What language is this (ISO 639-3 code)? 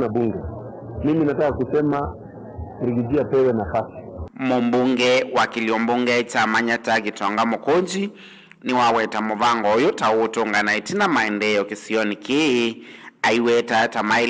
kam